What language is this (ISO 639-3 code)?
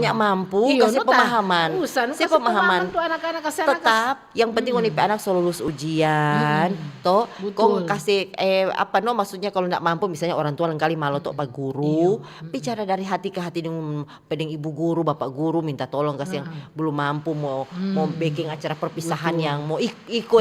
xmm